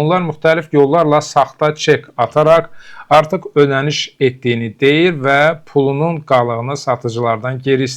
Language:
Azerbaijani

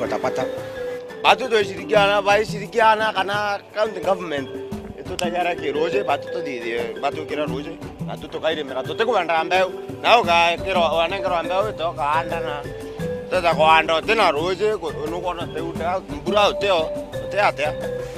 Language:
Meru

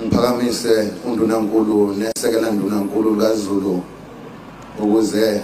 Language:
Zulu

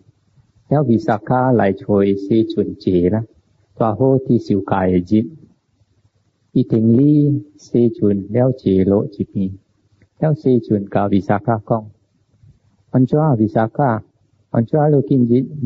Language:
Min Nan Chinese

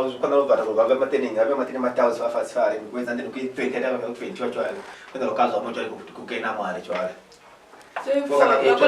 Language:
Lozi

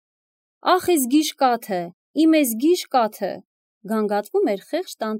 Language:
Armenian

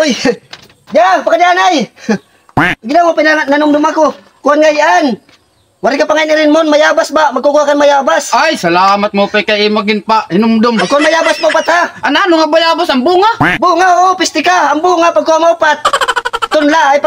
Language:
Waray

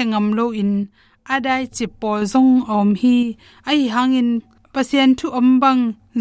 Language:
Tedim Chin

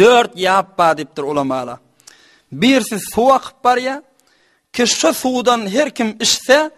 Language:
Turkmen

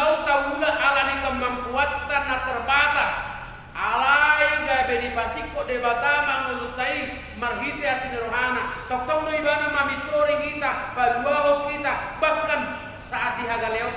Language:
Batak Toba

